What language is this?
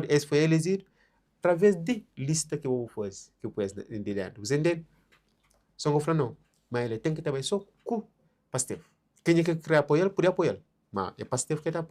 Kabuverdianu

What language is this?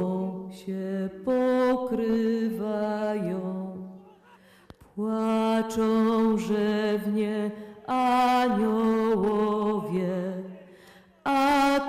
Polish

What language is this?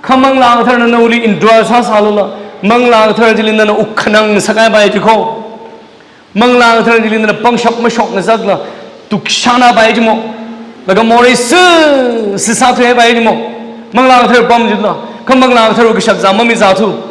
Tangkhul Naga (India)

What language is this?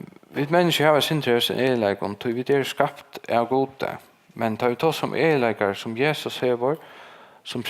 Faroese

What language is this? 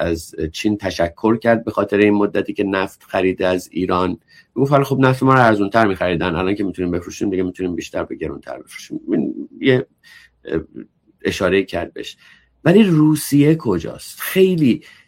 Persian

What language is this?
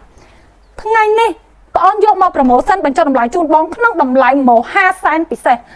Khmer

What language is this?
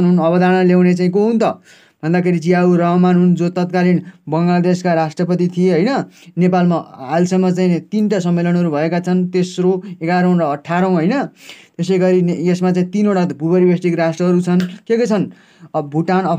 Nepali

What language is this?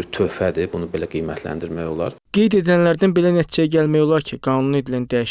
Azerbaijani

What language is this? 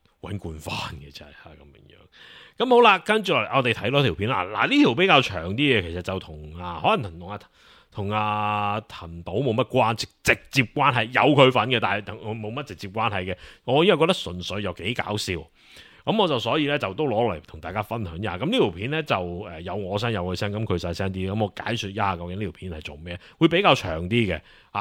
Cantonese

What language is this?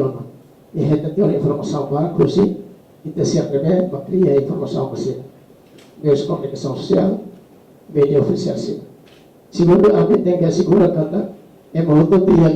Tetum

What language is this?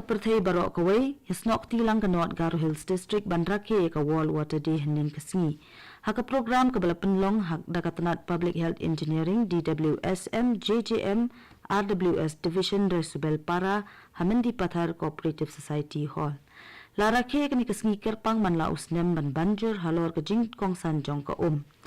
Khasi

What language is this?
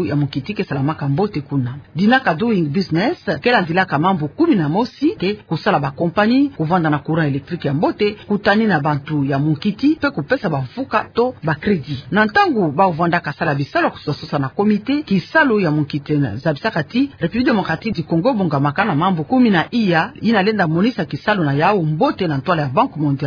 Kituba (Democratic Republic of Congo)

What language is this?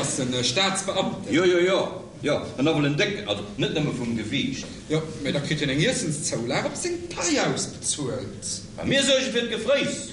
Luxembourgish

